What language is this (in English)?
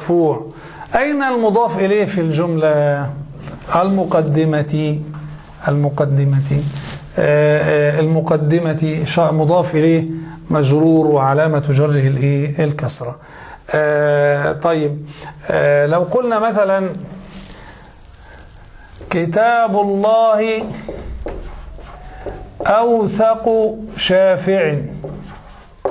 Arabic